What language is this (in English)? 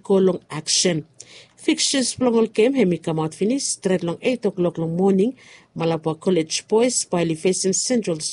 Bislama